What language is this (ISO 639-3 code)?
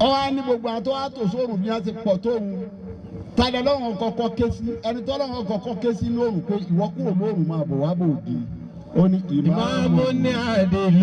yor